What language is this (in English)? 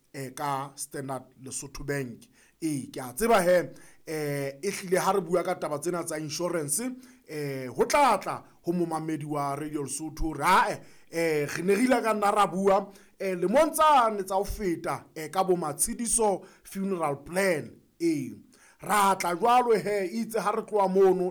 Southern Sotho